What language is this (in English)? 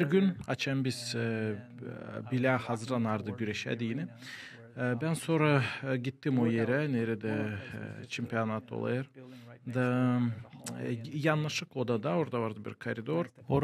Gagauz